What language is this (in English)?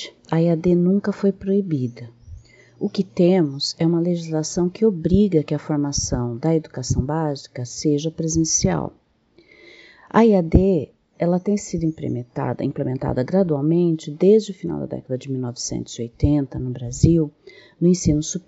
Portuguese